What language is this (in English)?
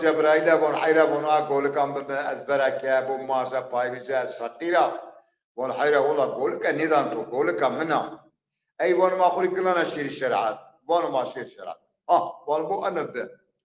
Zaza